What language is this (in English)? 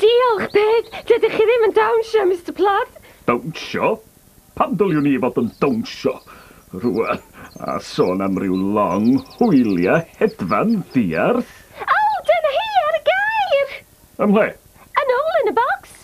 Welsh